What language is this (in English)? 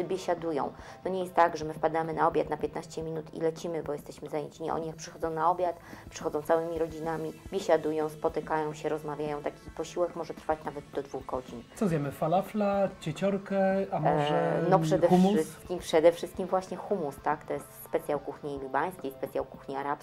Polish